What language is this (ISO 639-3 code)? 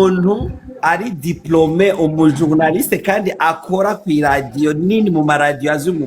run